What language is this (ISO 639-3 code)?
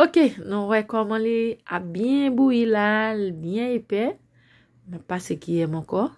hat